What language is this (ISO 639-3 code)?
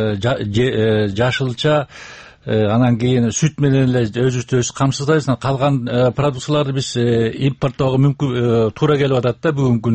kir